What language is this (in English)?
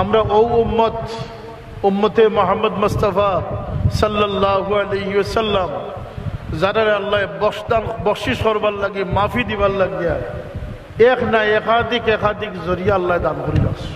Sylheti